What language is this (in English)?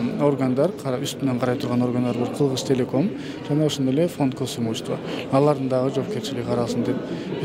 Kyrgyz